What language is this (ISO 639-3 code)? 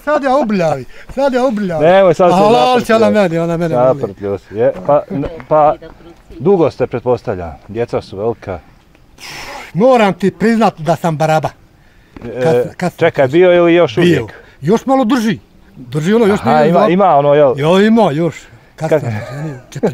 bos